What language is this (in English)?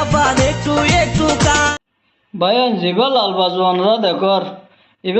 Rohingya